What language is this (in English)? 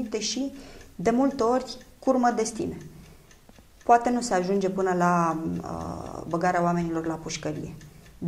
Romanian